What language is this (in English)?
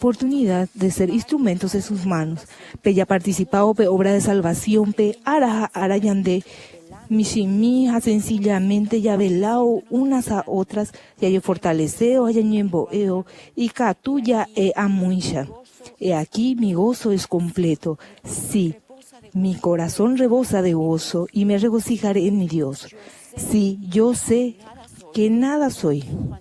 Guarani